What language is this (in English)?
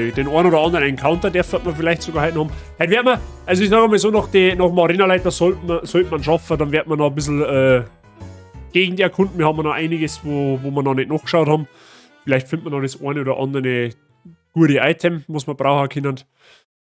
Bavarian